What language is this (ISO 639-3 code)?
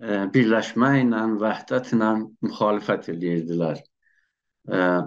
azb